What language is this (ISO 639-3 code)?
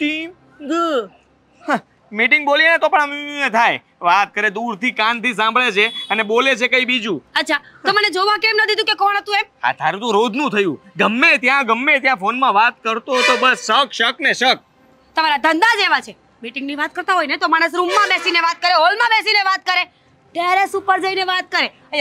guj